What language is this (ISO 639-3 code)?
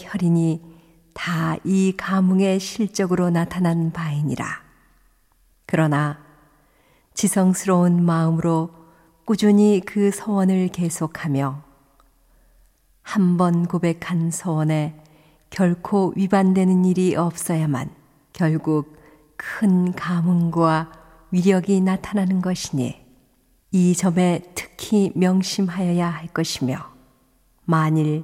kor